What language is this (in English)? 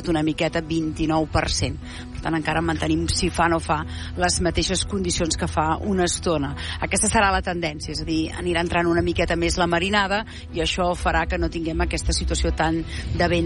Catalan